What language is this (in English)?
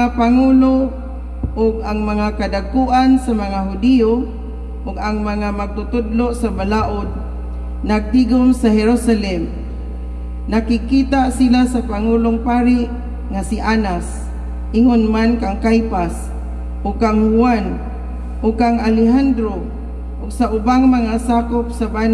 Cebuano